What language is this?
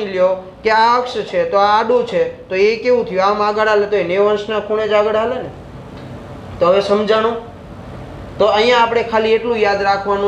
Gujarati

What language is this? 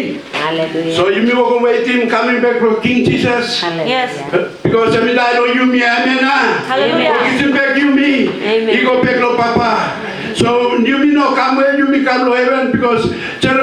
Tok Pisin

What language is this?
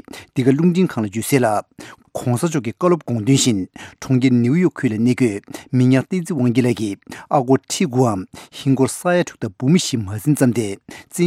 Tibetan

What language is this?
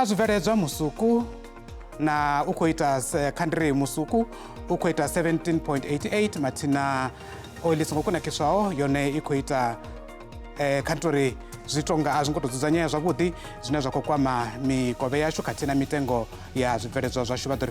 Venda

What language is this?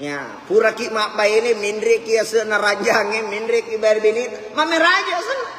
Buginese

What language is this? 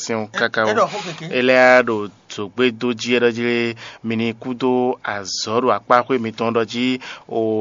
Fon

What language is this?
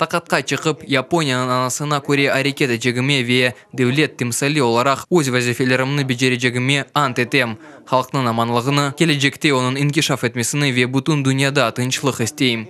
Crimean Tatar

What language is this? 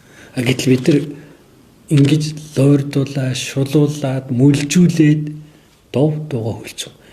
Mongolian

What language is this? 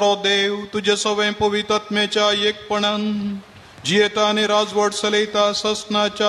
Konkani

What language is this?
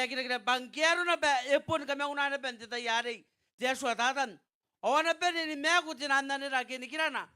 Gilbertese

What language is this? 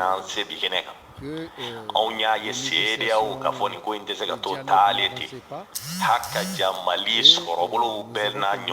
Bambara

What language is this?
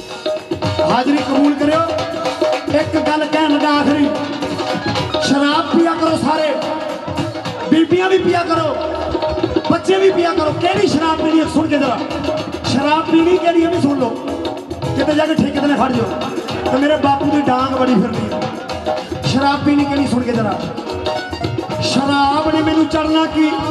Punjabi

